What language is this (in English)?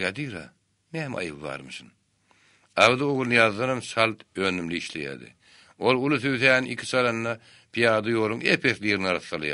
Turkmen